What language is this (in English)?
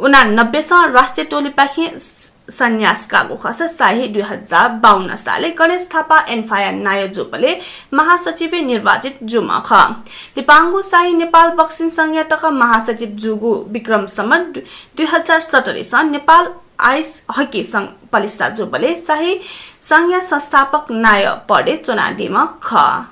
Newari